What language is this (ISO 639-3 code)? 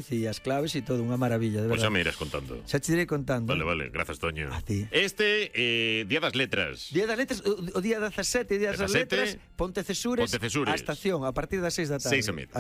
glg